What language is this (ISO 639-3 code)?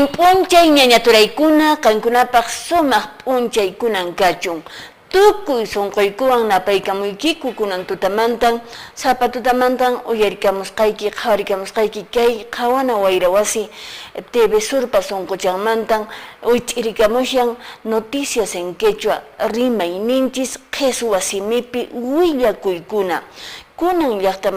que